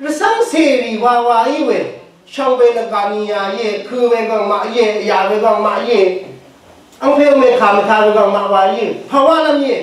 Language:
Rawang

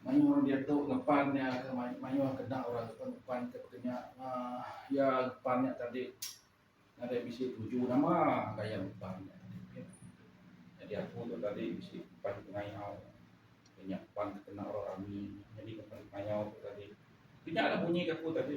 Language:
Iban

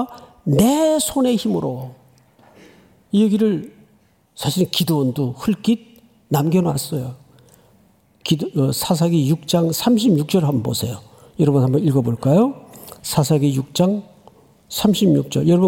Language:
Korean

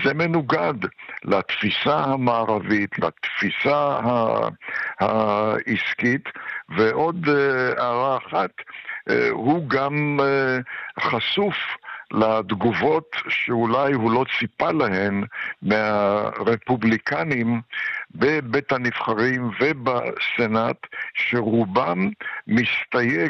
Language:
Hebrew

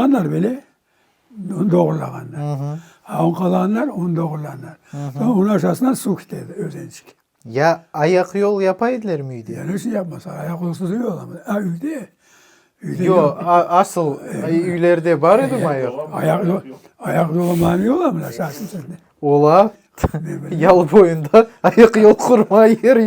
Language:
Crimean Tatar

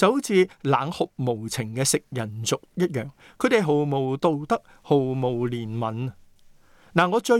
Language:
Cantonese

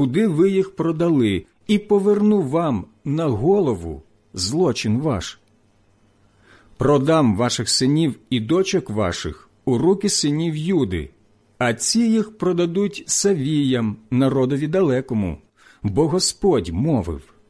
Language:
Ukrainian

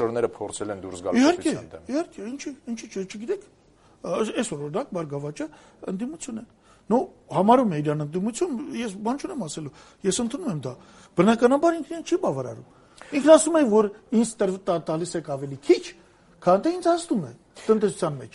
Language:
Armenian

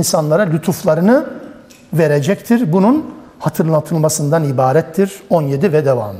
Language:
Turkish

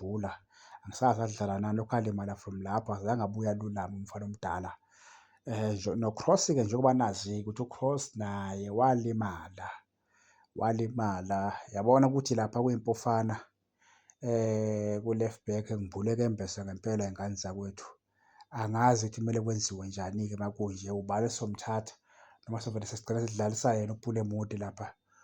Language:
Zulu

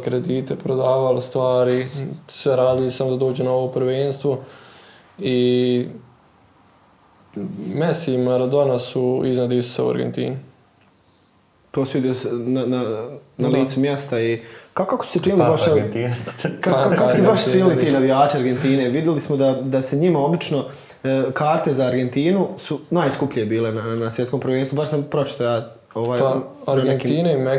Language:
Bosnian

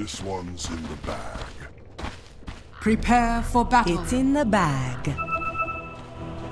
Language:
English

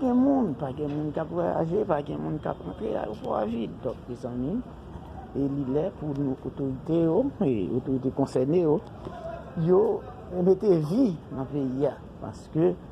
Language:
Haitian Creole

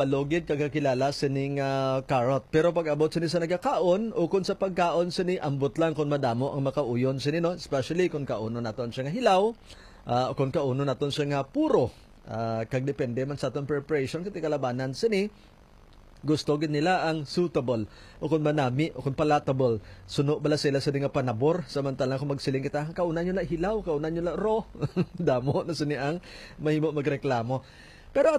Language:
Hiligaynon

